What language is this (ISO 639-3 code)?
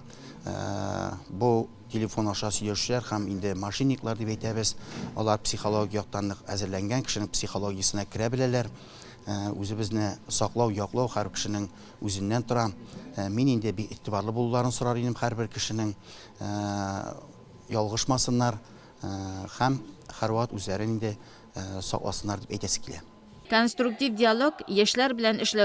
tat